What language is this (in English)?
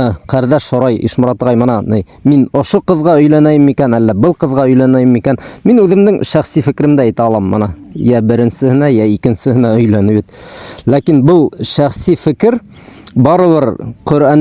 Bashkir